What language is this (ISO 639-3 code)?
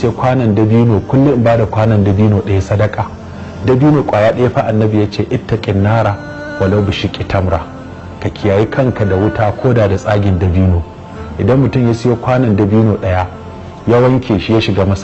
hau